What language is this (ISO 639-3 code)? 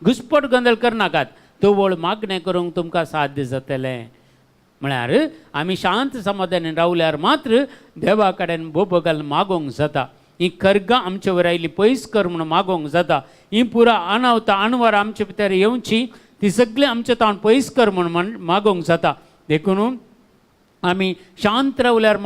kok